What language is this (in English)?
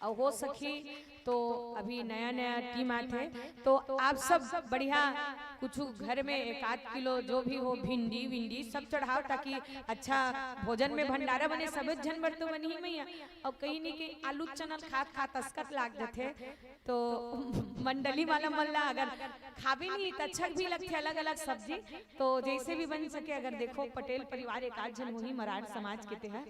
Chhattisgarhi